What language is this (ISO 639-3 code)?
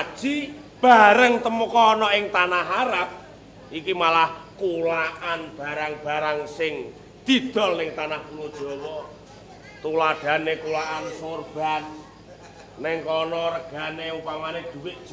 jav